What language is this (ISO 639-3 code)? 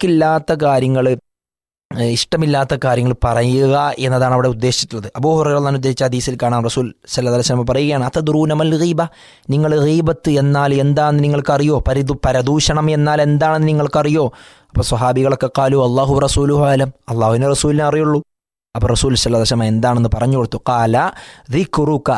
mal